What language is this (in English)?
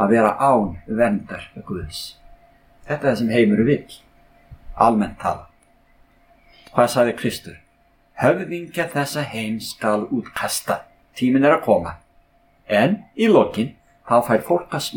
Icelandic